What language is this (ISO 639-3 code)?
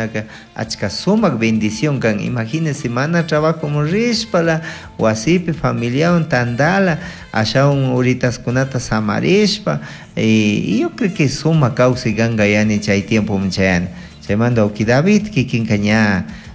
qug